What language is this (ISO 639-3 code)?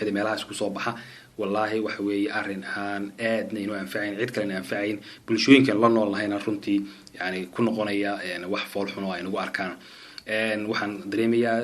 som